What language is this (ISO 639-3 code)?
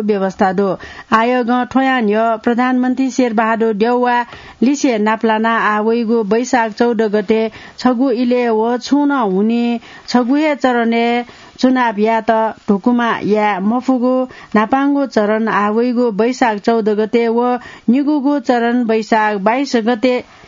new